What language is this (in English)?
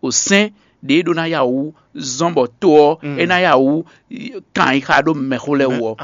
Fon